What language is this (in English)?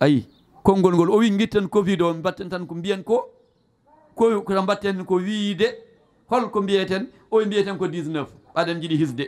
Fula